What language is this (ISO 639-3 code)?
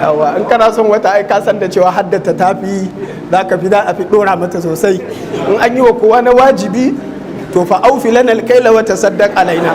hau